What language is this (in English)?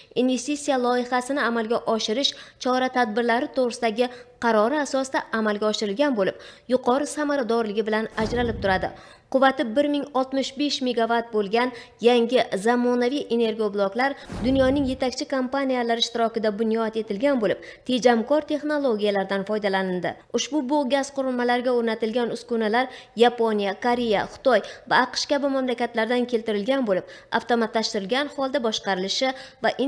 Uzbek